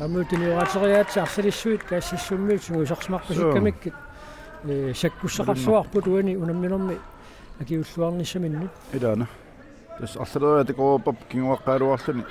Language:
Kalaallisut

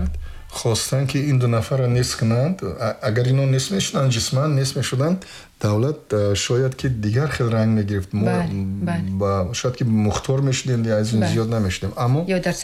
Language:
Tajik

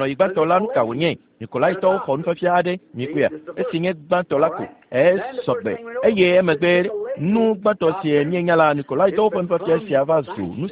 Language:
Ewe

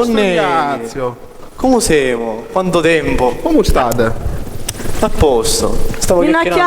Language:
Sicilian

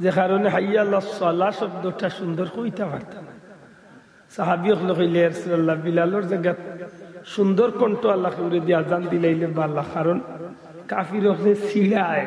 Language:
Sylheti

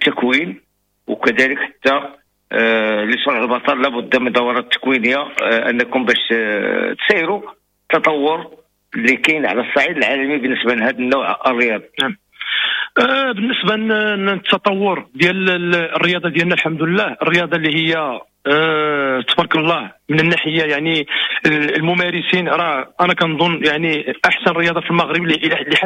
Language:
Moroccan Arabic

